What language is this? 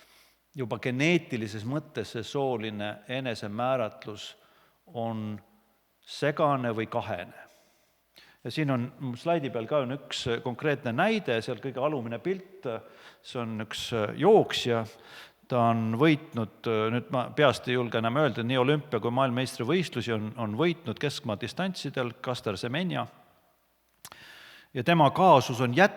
Estonian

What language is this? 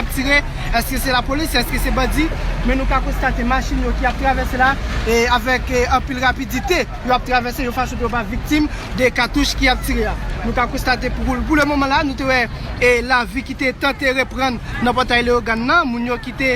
Haitian Creole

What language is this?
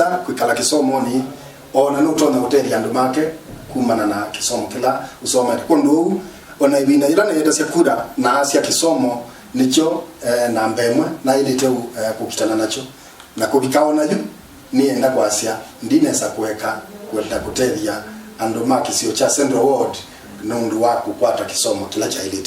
Kamba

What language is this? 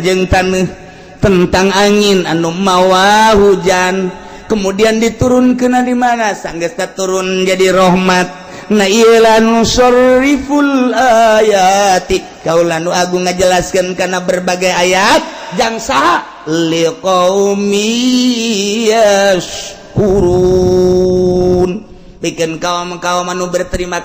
Sundanese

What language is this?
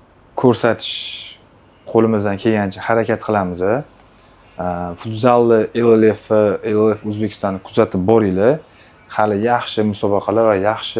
Uzbek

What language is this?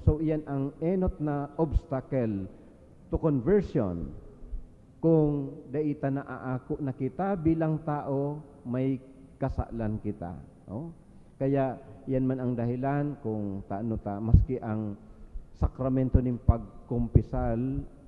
Bikol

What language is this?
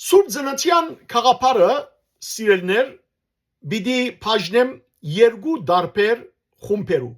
Western Armenian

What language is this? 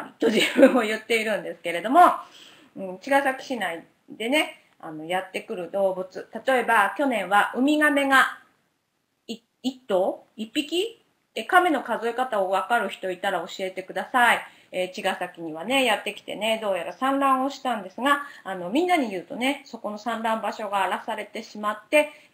Japanese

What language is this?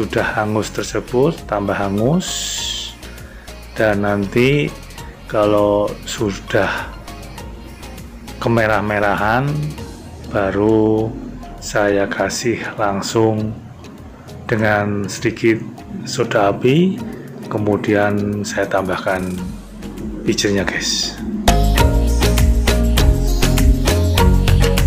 Indonesian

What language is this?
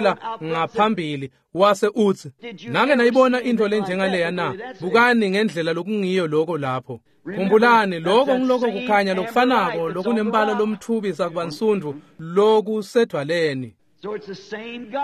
Swati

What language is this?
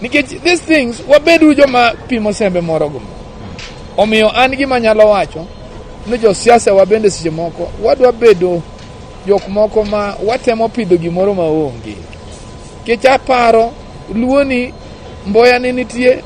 Luo (Kenya and Tanzania)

